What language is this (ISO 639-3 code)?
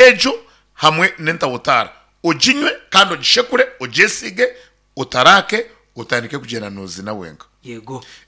nyn